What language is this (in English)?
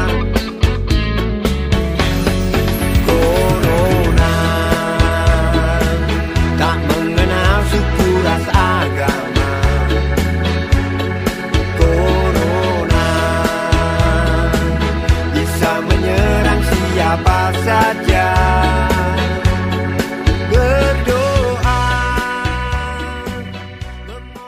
Indonesian